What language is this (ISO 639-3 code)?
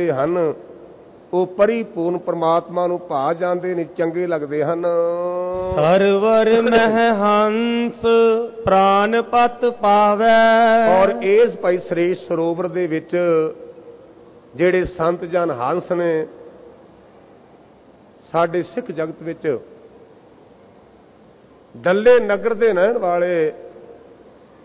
pan